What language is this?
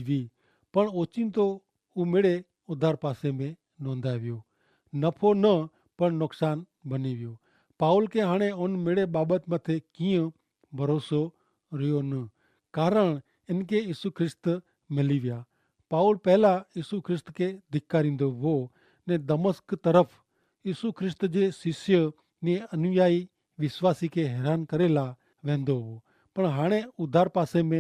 Kachhi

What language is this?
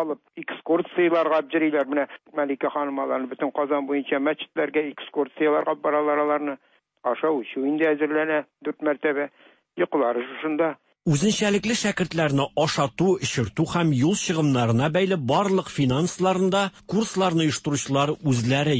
Tatar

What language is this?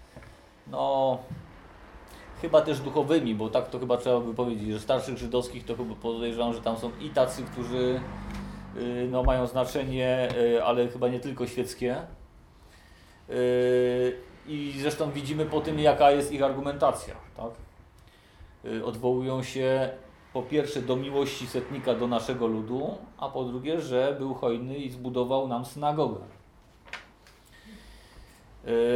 Polish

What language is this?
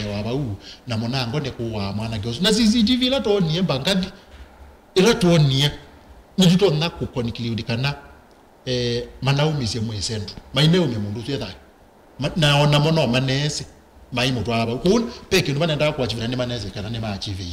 Kamba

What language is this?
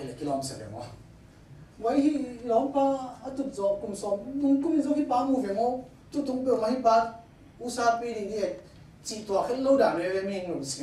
Tedim Chin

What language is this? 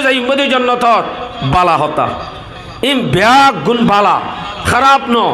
Rohingya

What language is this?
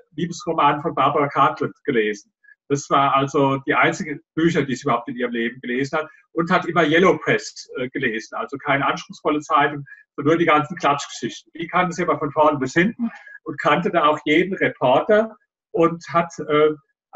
German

